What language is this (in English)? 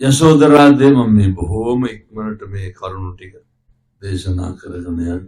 Sinhala